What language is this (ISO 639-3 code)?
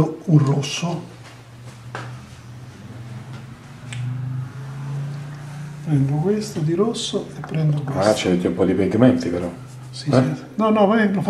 ita